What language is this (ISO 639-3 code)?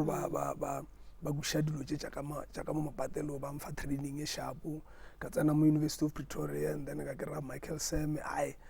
nso